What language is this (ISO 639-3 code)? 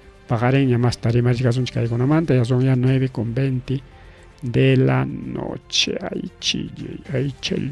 quy